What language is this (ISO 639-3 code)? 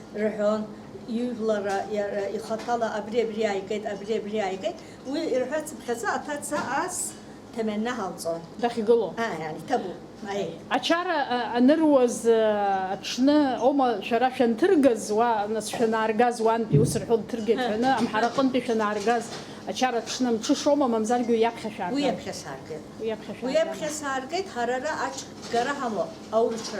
abk